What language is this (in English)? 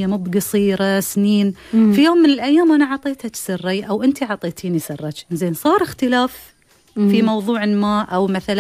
Gulf Arabic